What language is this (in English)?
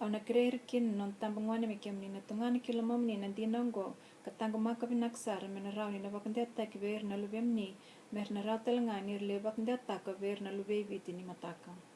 Fijian